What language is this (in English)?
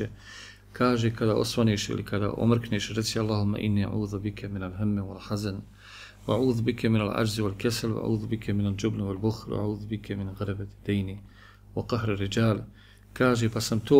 Bosnian